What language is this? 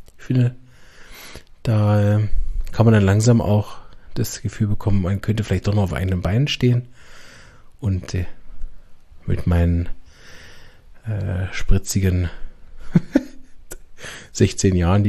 German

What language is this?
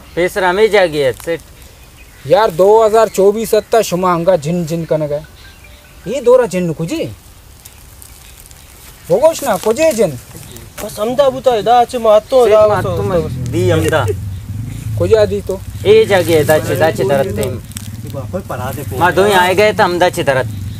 Baluchi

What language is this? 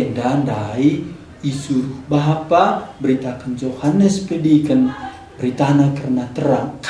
Batak Karo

